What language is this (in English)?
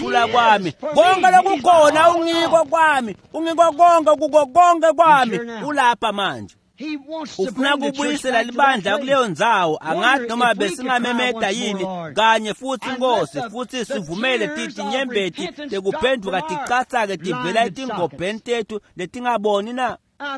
Swati